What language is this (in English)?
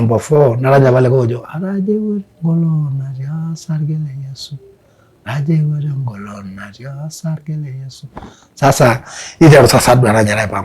Masai